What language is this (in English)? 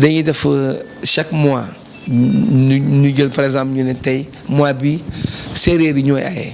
Wolof